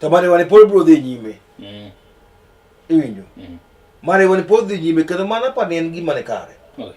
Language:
Luo (Kenya and Tanzania)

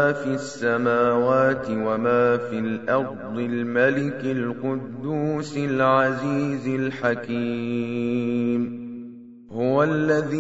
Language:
Arabic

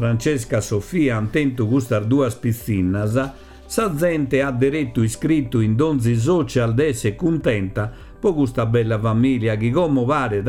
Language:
Sardinian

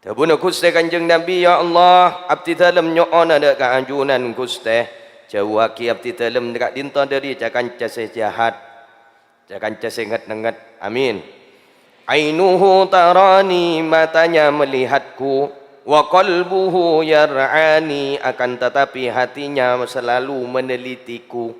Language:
Madurese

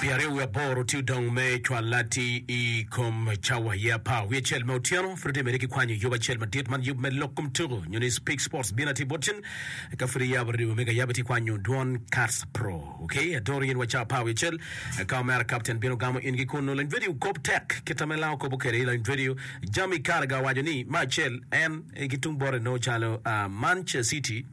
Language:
Acoli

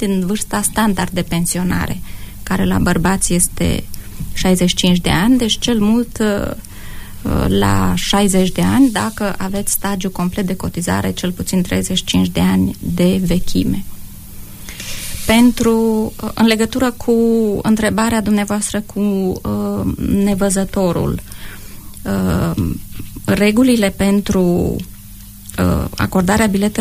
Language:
Romanian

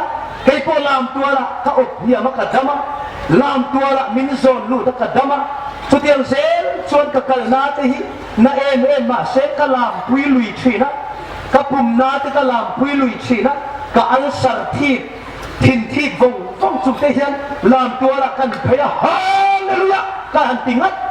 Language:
Hmar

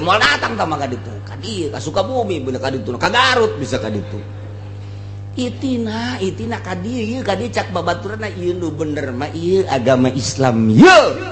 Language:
Sundanese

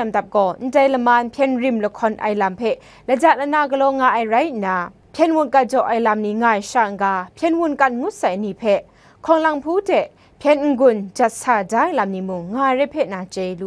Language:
Kachin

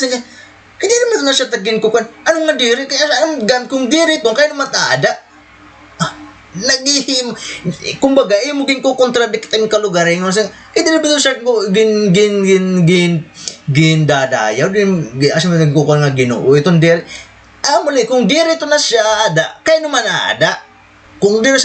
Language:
Waray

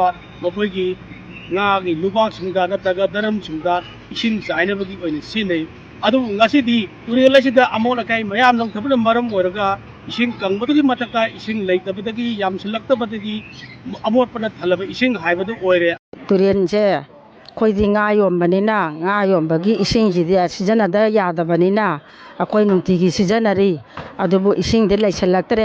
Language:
Manipuri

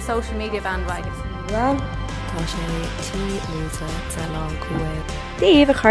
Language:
Irish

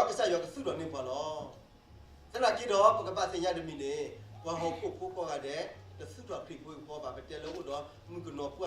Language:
S'gaw Karen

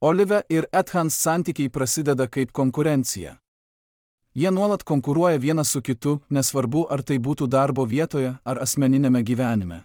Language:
Lithuanian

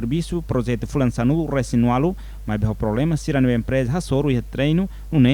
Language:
Tetum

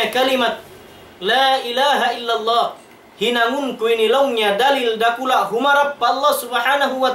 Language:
Tausug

